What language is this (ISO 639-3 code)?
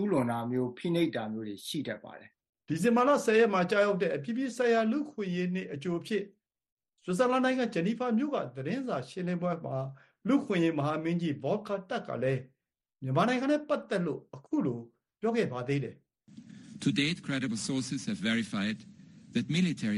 mya